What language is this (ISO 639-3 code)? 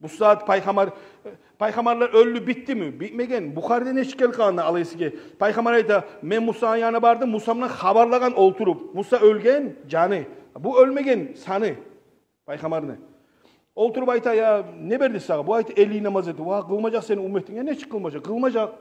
kum